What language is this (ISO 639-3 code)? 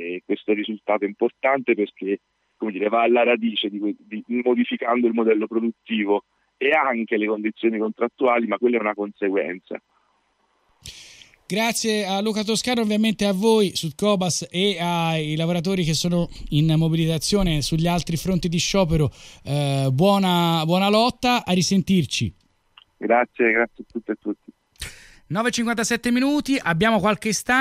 ita